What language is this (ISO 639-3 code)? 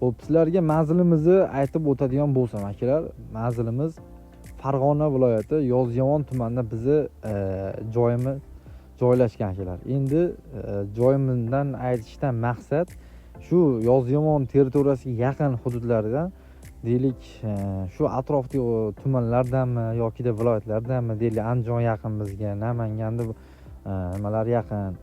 uzb